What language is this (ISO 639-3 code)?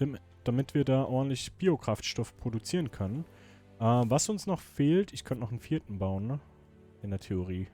gsw